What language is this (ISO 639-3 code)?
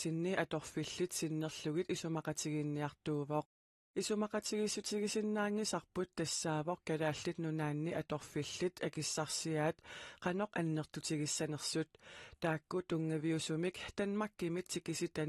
kal